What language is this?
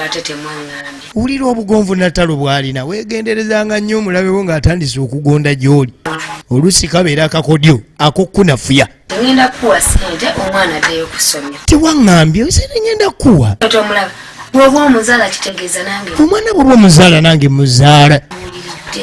Ganda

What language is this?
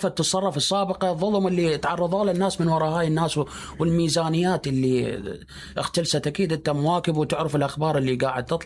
Mesopotamian Arabic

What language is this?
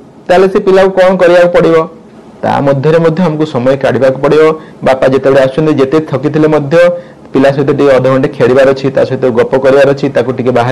Odia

